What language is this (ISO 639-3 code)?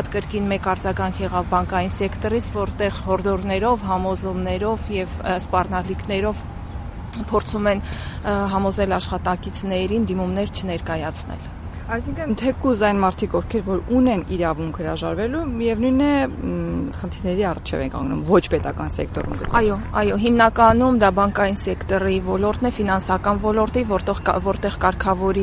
hye